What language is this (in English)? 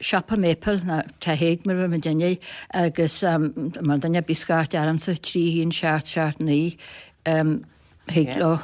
Irish